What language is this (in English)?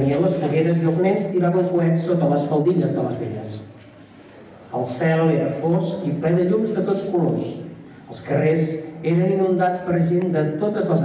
Catalan